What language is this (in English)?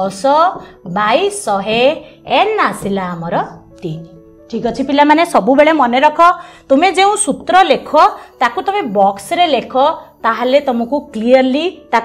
Odia